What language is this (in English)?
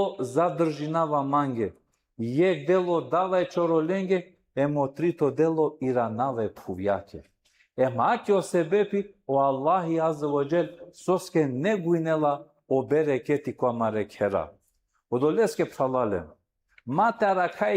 Balkan Romani